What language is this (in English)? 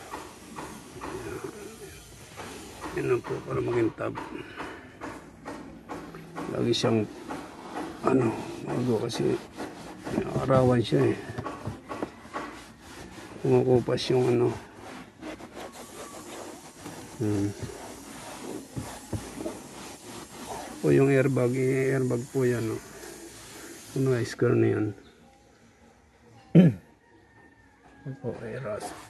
Filipino